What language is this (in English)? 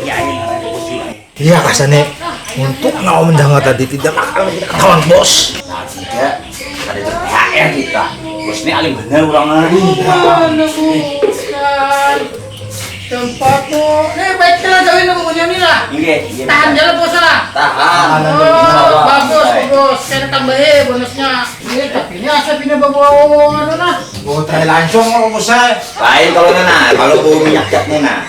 Banjar